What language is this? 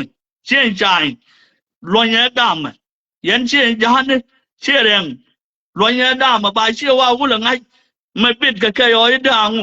Nuer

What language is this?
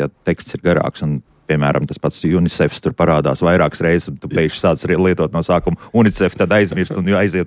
Latvian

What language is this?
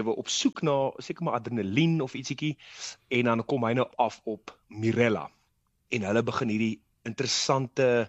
Afrikaans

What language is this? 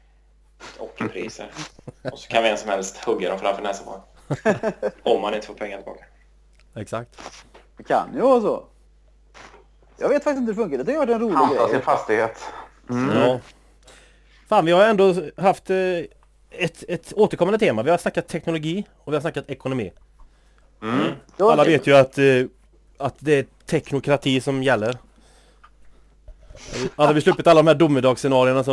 Swedish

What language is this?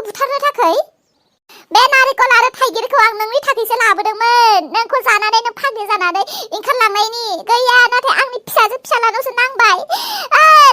Bodo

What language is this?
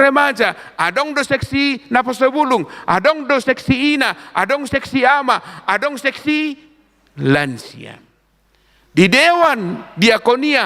Batak Toba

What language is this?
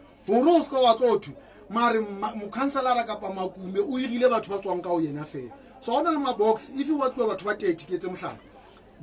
Southern Sotho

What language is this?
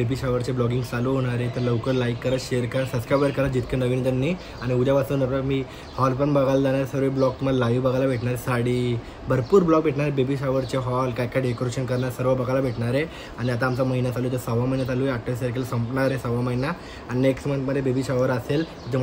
Marathi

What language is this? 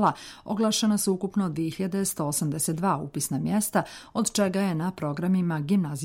Bosnian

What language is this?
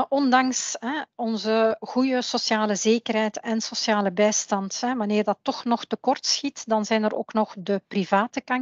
Dutch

